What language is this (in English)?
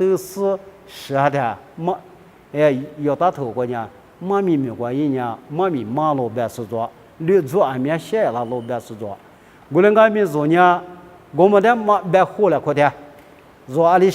Lisu